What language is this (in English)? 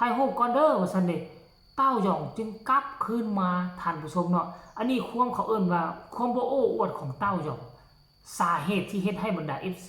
Northeastern Thai